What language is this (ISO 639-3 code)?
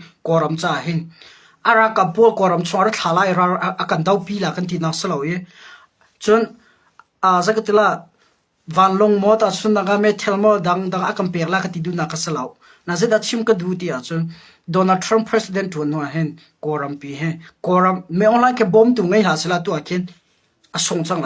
cnh